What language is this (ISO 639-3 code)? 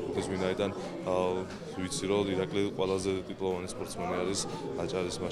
kat